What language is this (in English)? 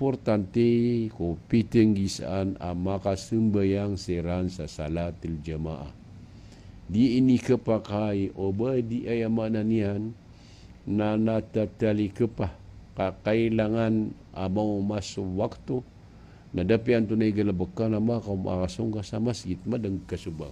Maranao